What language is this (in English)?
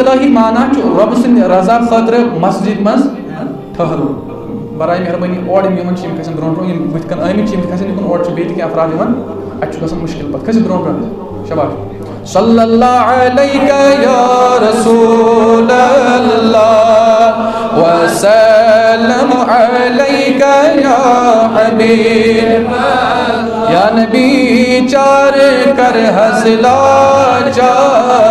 Kashmiri